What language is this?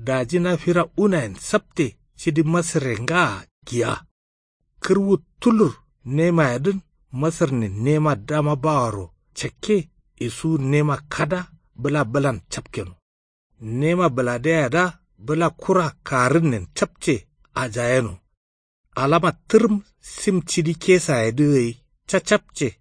Kanuri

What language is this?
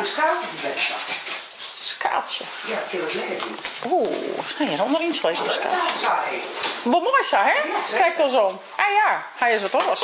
Western Frisian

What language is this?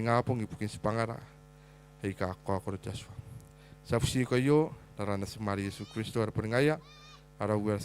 Gilbertese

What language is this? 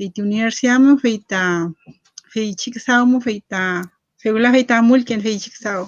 Mapuche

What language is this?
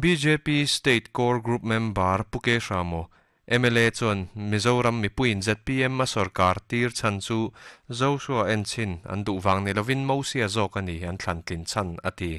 Mizo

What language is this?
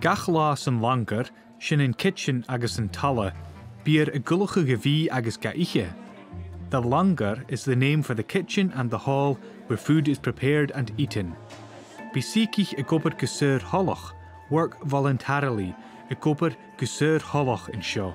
Scottish Gaelic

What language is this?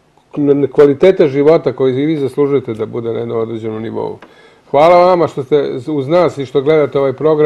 Serbian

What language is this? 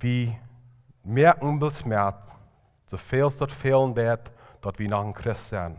Plautdietsch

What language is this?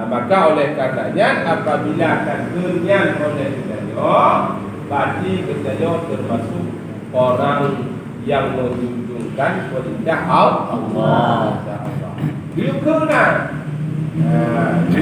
Achinese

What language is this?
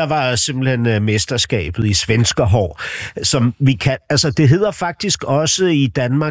Danish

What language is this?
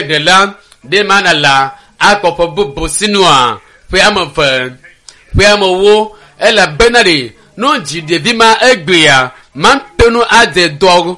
Ewe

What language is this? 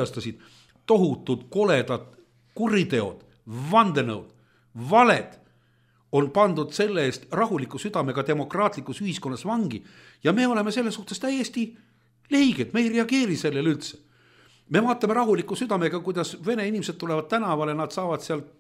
Estonian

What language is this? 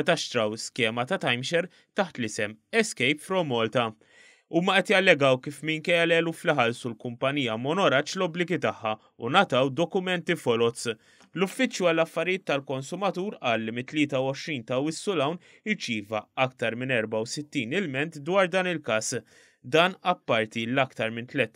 Maltese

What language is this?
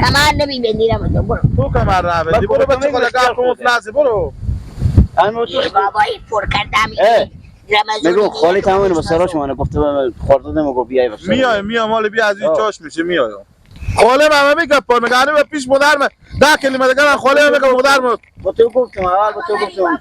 Persian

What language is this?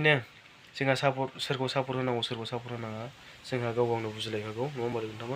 Bodo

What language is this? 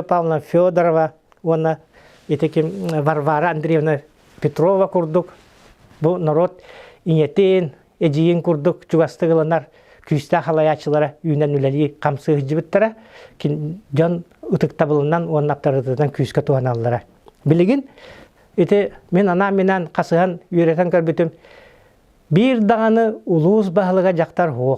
Yakut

